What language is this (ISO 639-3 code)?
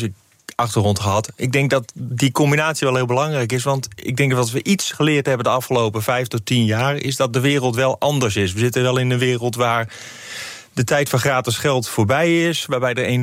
nld